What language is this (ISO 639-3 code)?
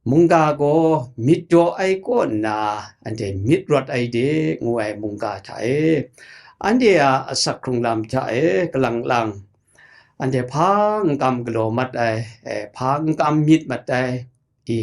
kac